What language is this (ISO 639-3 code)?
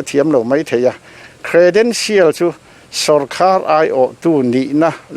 lus